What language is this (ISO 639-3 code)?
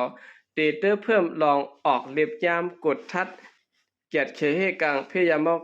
shn